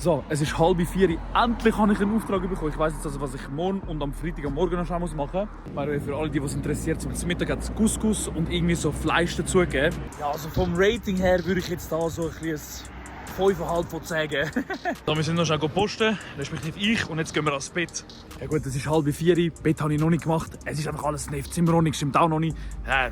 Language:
Swiss German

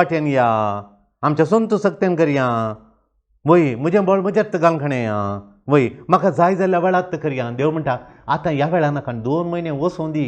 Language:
Konkani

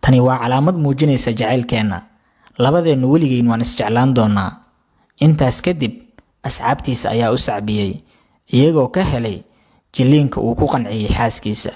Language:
Somali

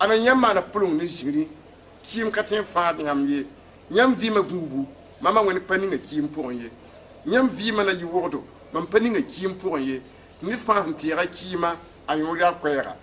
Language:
Mossi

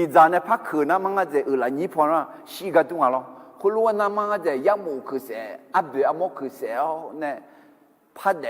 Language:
Akha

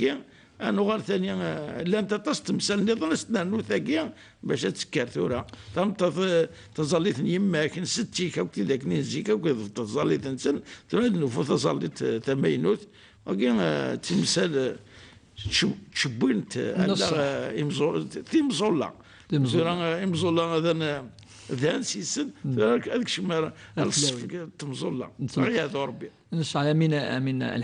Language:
Kabyle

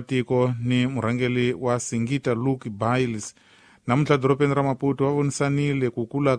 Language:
Tsonga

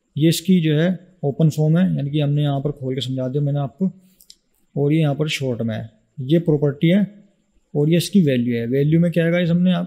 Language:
Hindi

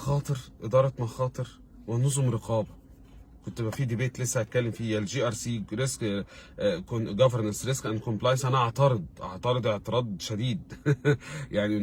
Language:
Egyptian Arabic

